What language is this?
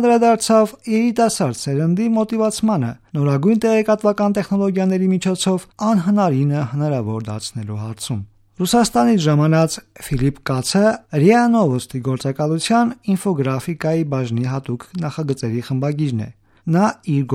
Armenian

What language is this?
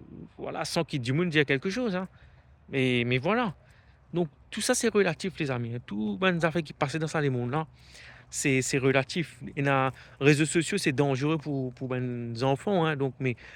Morisyen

